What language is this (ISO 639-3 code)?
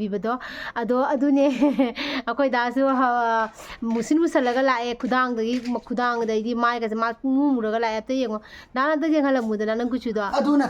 mni